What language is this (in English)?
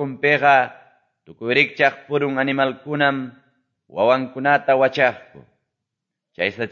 Ayacucho Quechua